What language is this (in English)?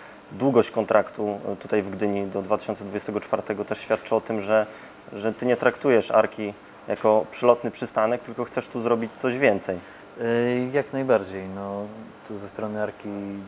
Polish